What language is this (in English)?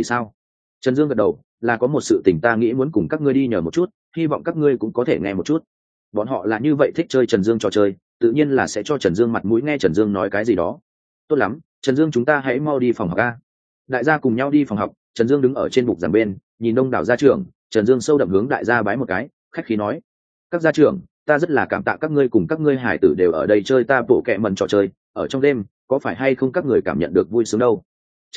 Vietnamese